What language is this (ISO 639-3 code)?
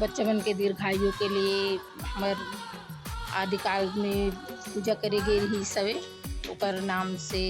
hne